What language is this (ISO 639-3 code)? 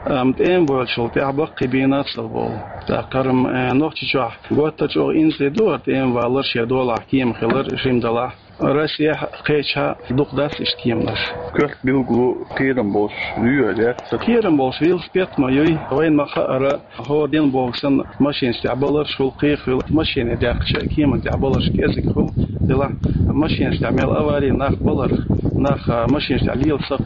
che